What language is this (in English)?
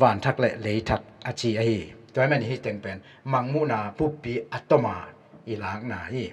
Tedim Chin